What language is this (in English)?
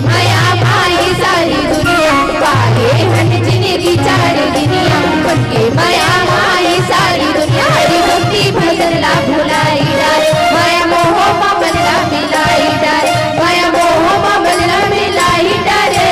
Chhattisgarhi